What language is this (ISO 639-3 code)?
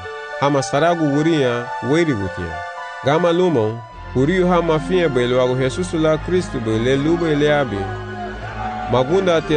cab